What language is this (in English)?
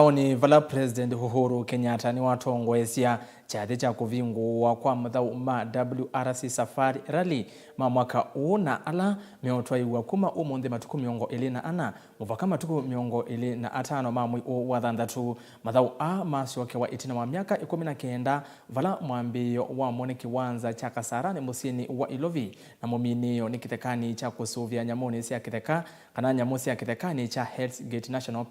Kamba